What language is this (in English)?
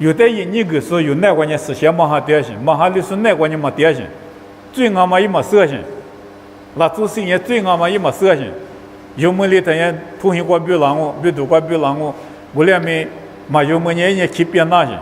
Lisu